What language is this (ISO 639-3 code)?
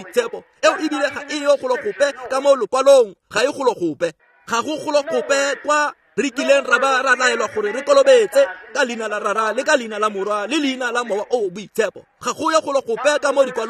tsn